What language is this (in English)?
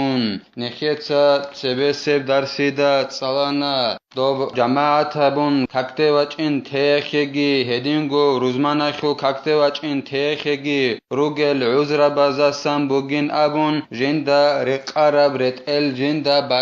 Avaric